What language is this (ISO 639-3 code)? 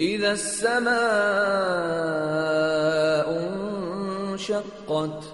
div